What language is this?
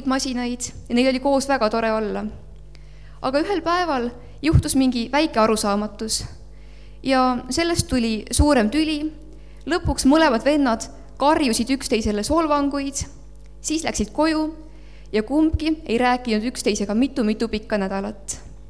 Estonian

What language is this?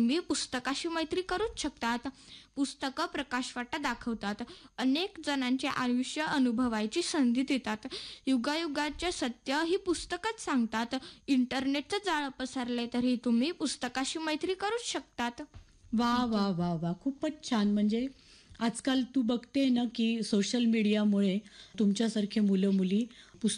Marathi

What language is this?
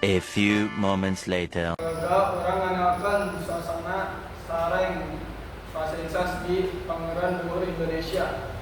Sundanese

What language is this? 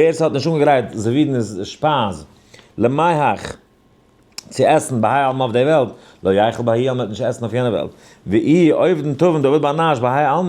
Yiddish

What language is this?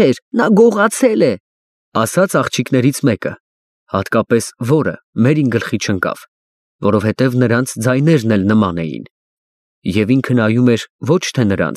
Armenian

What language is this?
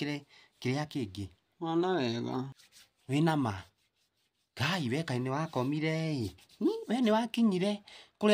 Kikuyu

